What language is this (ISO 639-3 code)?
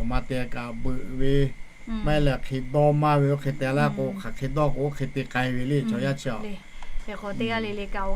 lhu